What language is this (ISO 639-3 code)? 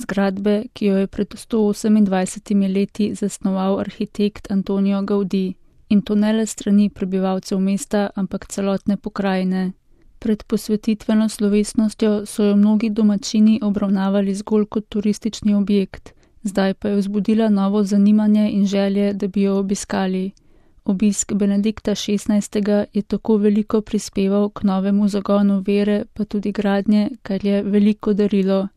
slv